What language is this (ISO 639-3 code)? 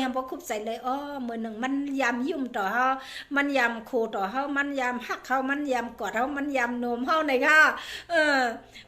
shn